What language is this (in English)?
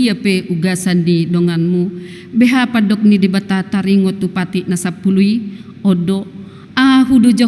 Batak Toba